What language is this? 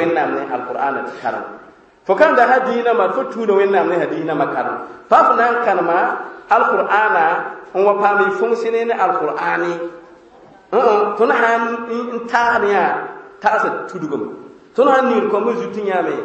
Mossi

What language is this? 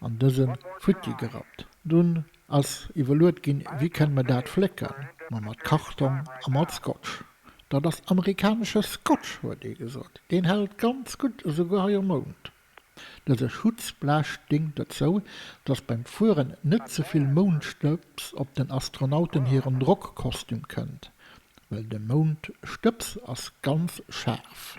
Luxembourgish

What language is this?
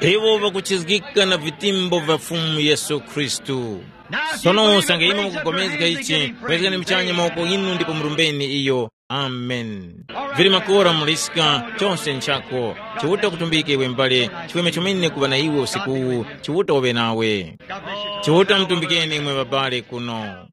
Tumbuka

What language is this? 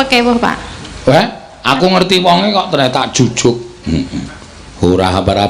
Javanese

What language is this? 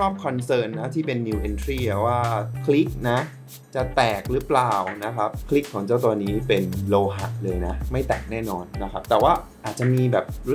Thai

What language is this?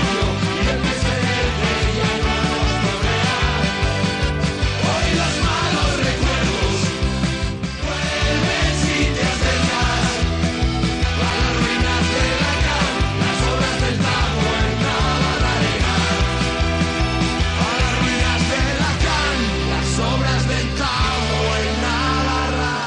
Basque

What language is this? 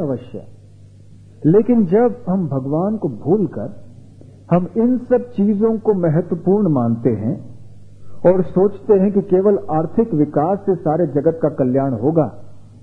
Hindi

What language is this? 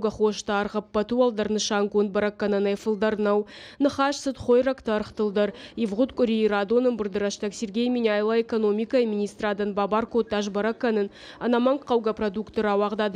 Ossetic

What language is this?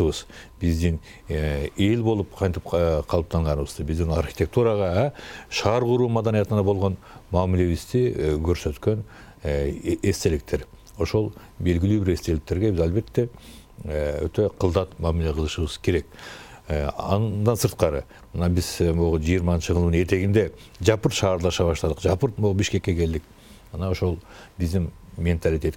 Kyrgyz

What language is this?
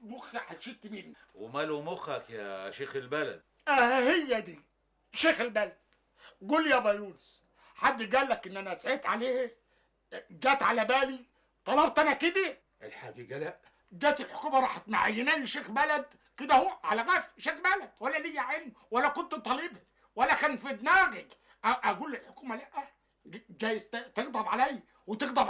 Egyptian Arabic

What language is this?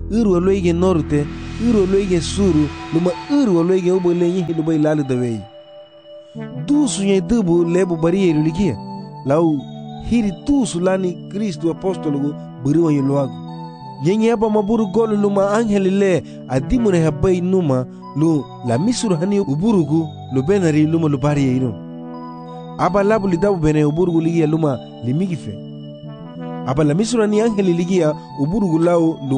Garifuna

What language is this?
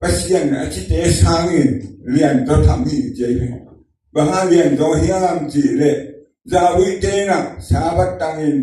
Tedim Chin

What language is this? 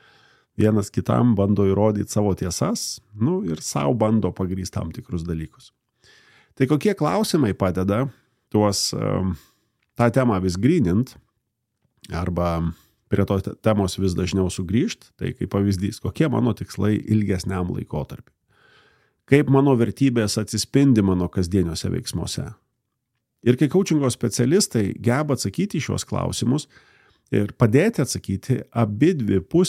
Lithuanian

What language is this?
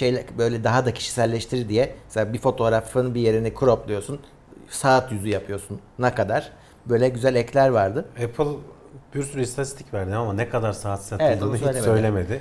Turkish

